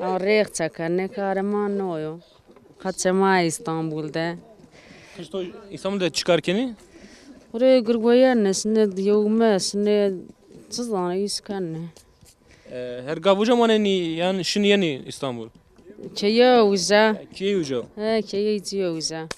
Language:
Zaza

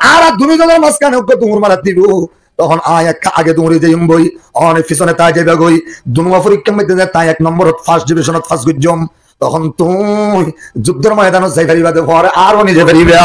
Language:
Rohingya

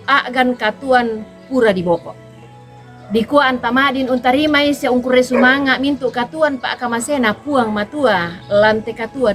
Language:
Toraja-Sa'dan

